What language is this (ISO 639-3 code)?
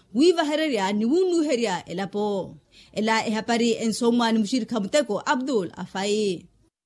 vmw